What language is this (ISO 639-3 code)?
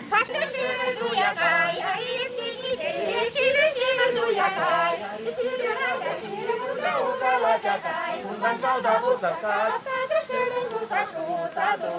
chv